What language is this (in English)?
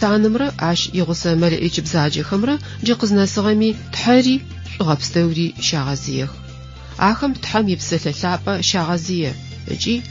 Adyghe